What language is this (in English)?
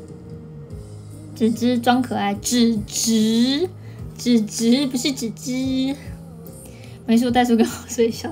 Chinese